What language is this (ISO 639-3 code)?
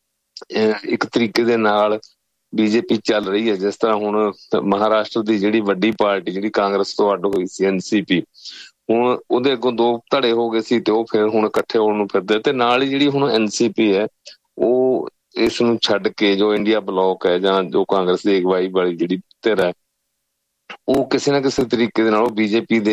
pan